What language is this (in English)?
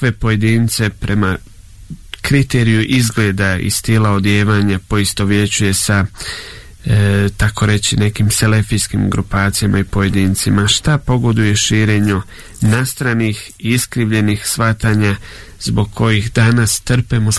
Bosnian